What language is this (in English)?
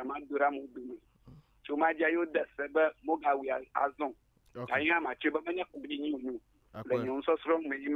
Ewe